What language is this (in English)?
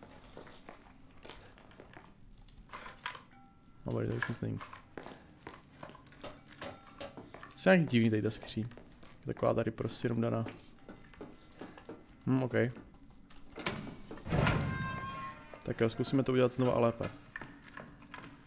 Czech